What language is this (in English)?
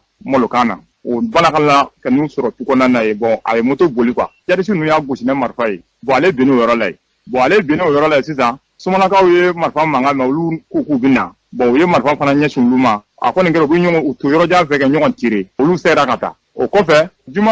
Bambara